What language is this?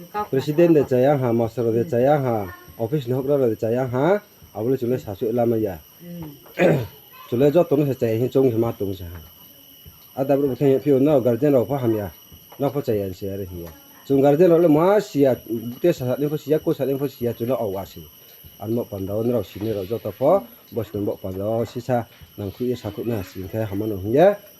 Riang (India)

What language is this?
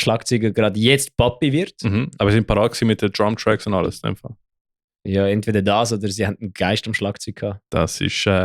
Swiss German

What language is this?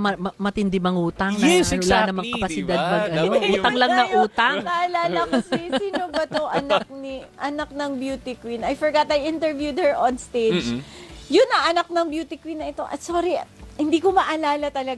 Filipino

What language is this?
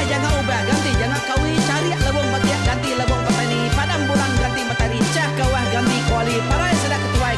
Iban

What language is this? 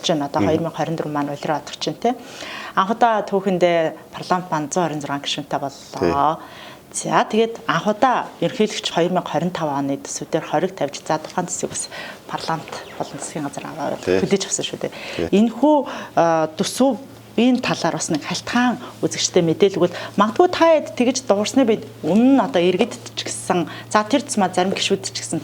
Mongolian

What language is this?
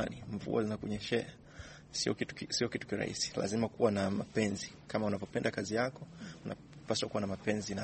Swahili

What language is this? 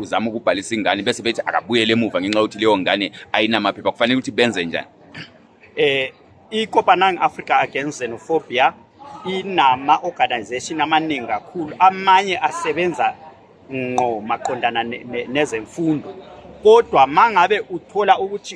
Zulu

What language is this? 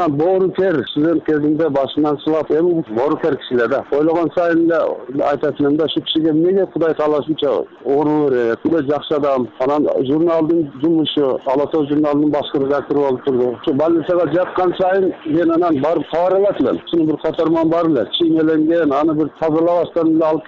Kyrgyz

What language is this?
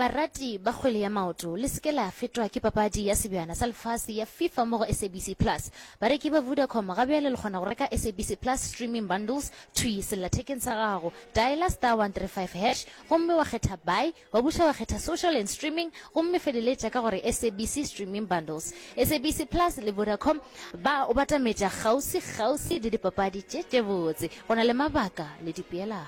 Northern Sotho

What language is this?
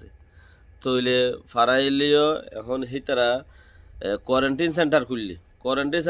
Rohingya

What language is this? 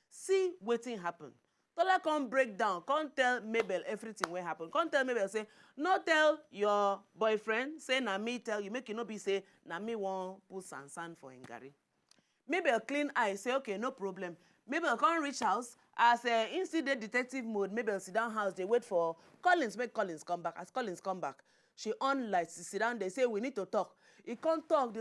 Nigerian Pidgin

